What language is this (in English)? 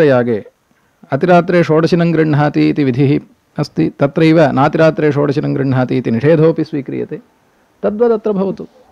Sanskrit